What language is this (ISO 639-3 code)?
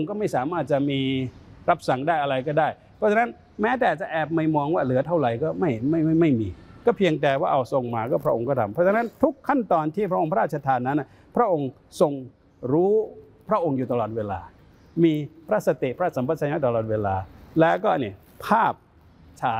tha